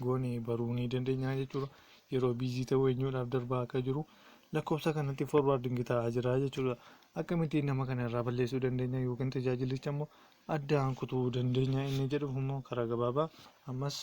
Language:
Oromo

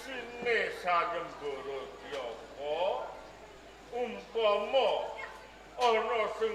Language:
Javanese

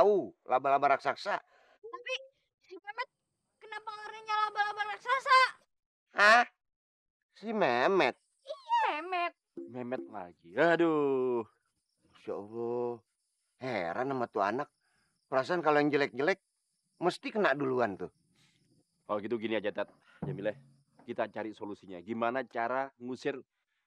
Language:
Betawi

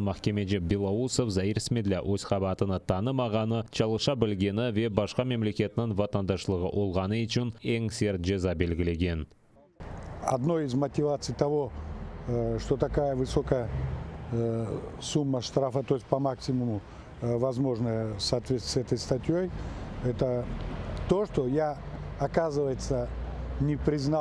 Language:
Crimean Tatar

